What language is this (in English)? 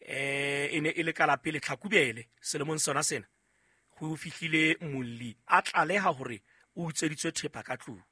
Southern Sotho